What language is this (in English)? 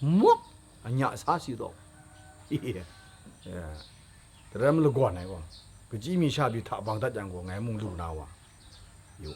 Kachin